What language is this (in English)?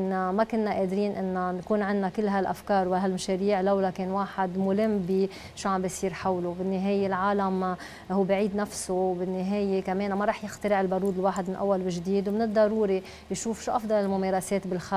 North Levantine Arabic